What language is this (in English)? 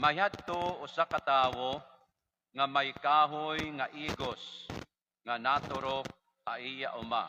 Waray